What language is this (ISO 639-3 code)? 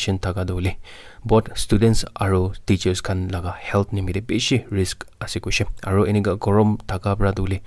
nag